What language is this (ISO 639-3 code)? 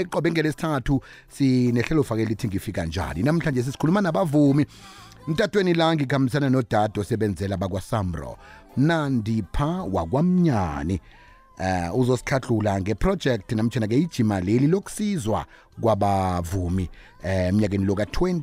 nbl